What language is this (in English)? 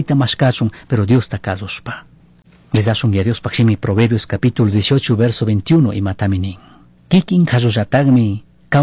Chimborazo Highland Quichua